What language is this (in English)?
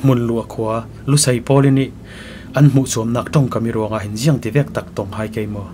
Falam Chin